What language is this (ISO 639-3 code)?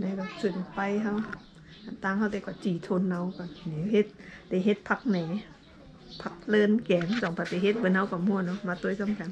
shn